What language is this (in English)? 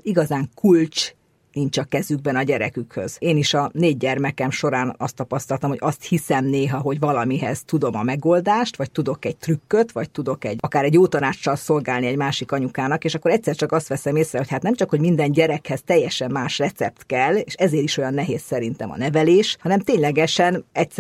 Hungarian